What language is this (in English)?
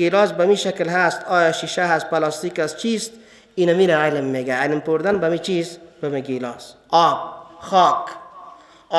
Persian